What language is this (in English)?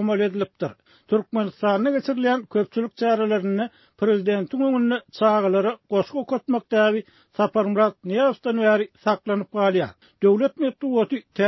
Turkmen